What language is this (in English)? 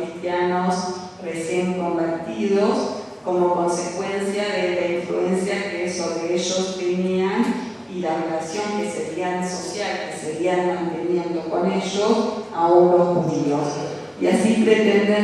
Ladino